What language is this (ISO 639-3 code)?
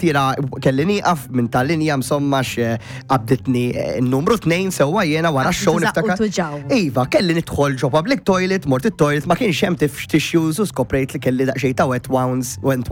mlt